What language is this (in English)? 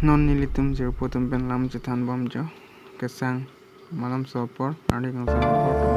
Karbi